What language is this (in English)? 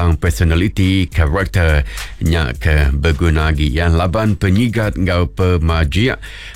Iban